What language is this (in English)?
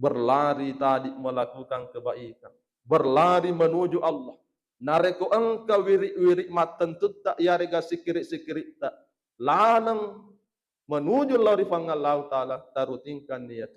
Buginese